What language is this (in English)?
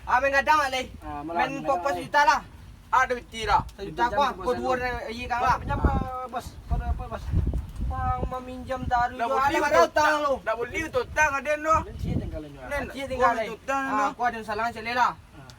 Minangkabau